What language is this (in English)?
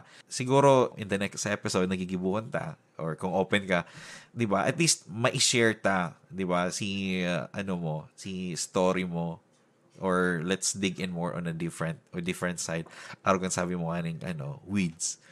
Bikol